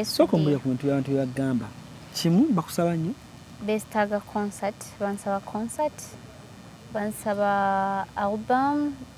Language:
Ganda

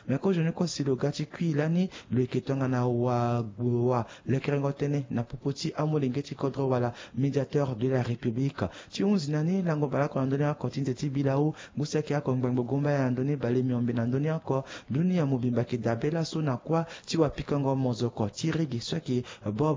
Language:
Sango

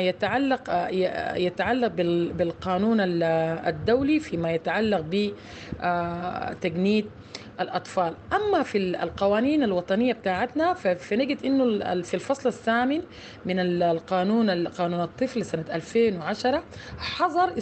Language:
Sudanese Arabic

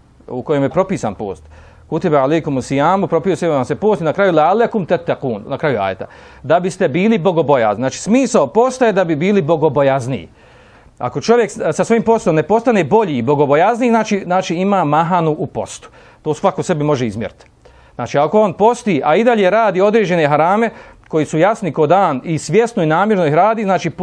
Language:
Bosnian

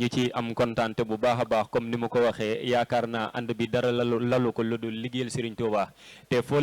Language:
Wolof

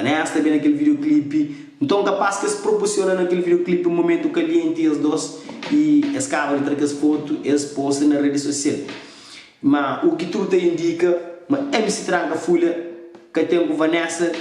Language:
Kabuverdianu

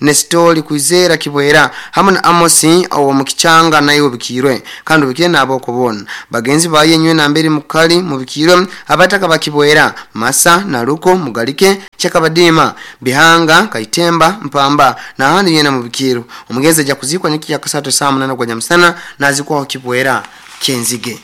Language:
Nyoro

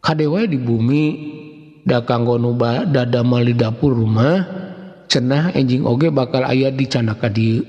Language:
Sundanese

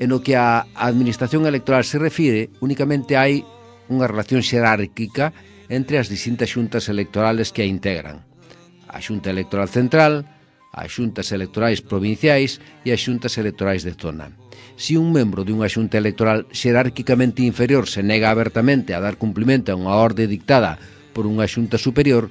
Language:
Galician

